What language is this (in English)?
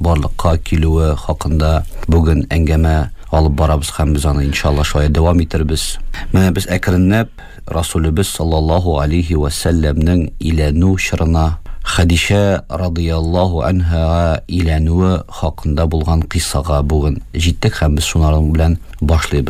Tatar